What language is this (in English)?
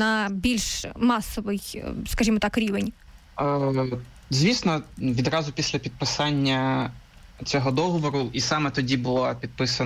Ukrainian